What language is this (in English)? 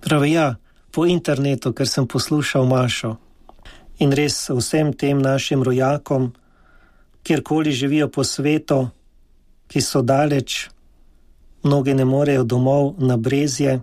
Slovenian